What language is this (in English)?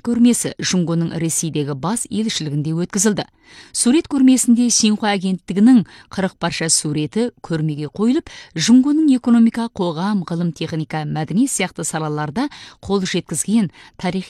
Kazakh